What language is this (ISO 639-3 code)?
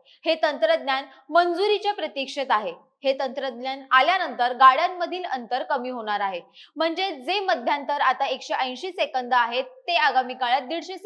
mar